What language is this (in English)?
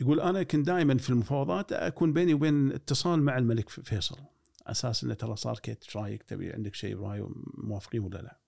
Gulf Arabic